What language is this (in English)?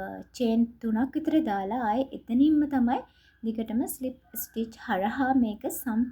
Sinhala